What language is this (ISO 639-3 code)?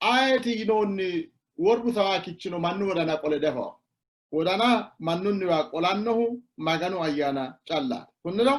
sid